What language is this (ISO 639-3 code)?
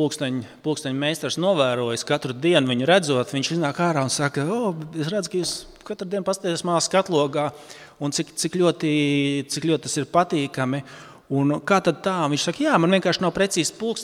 lav